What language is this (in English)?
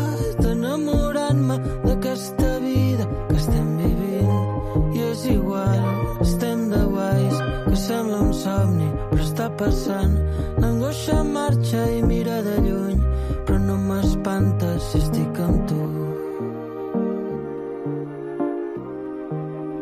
Catalan